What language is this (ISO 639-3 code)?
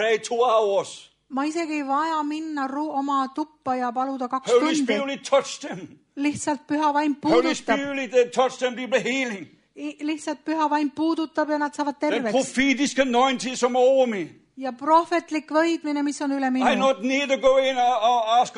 est